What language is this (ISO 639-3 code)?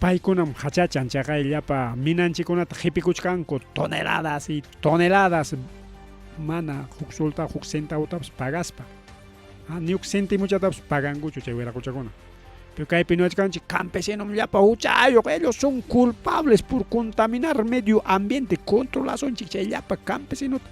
quy